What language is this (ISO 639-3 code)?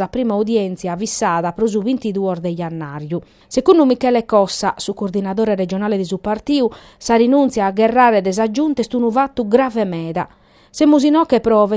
srd